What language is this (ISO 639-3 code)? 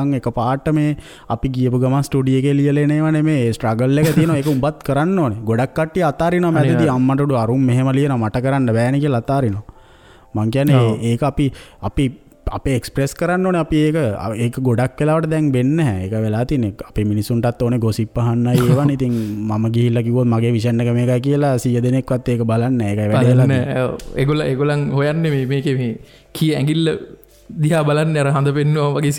sin